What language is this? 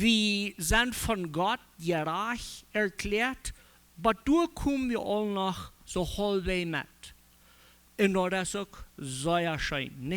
Plautdietsch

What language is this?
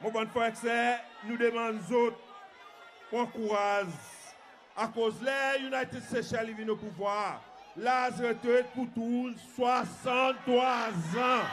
Seselwa Creole French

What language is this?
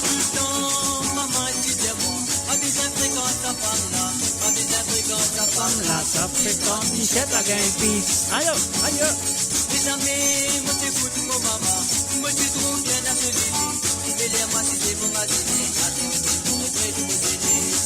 Morisyen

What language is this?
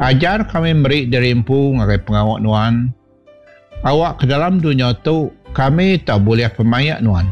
Iban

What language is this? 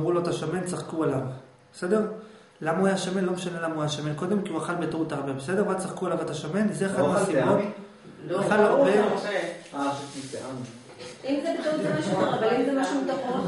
Hebrew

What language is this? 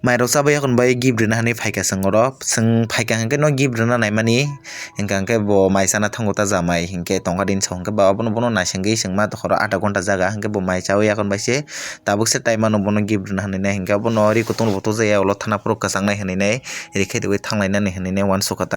Kok Borok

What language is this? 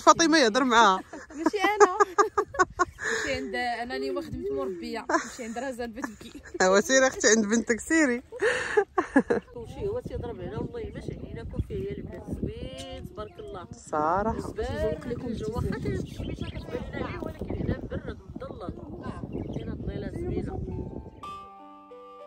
Moroccan Arabic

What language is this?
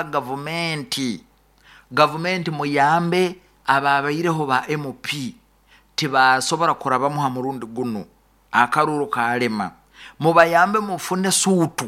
Nyoro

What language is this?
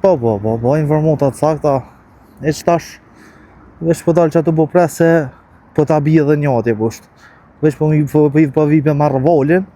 Albanian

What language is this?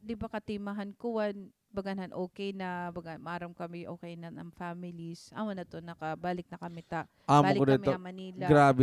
Waray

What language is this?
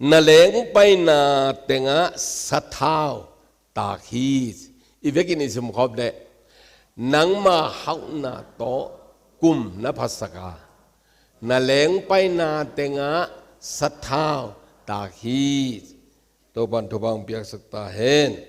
Tedim Chin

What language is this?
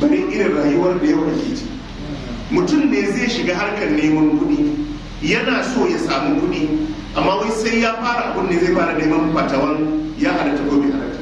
Hausa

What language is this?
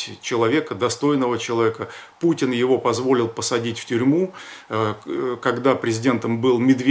Russian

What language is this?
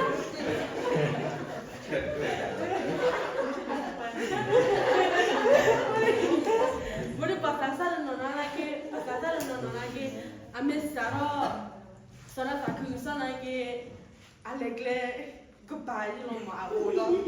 S'gaw Karen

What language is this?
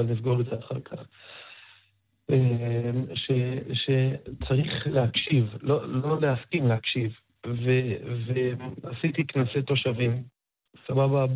Hebrew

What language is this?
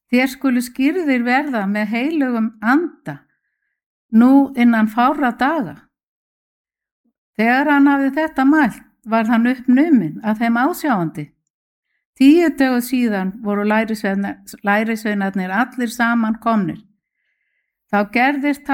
Icelandic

